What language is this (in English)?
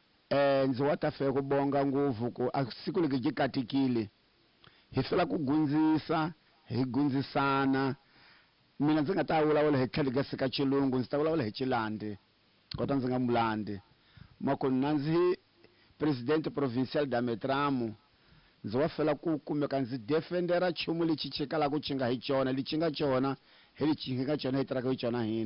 Tsonga